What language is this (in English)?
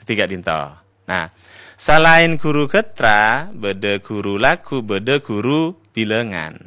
Madurese